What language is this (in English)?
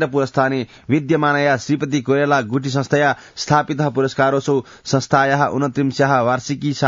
Sanskrit